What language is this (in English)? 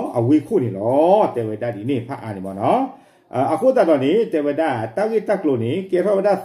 S'gaw Karen